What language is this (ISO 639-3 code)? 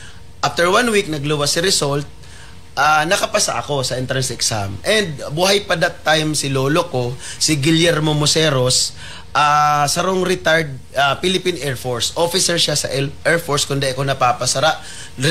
bik